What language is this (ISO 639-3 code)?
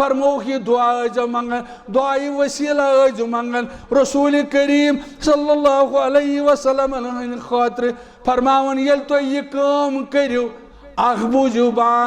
kas